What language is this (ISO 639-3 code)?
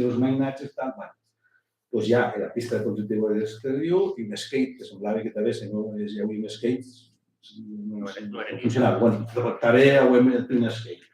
oci